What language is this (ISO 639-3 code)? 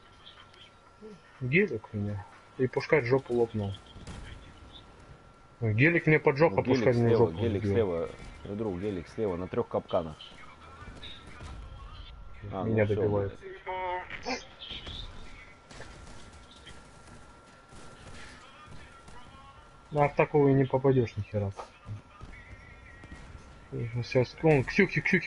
rus